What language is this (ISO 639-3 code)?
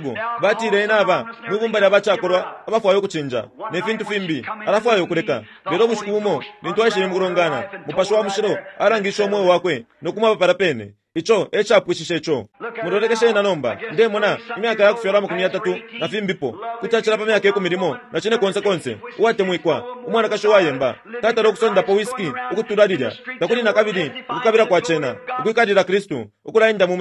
bem